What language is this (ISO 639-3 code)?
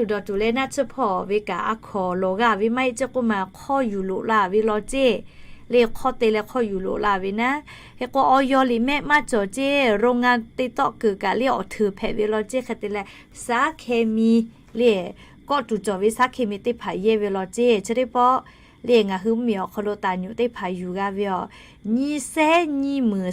lhu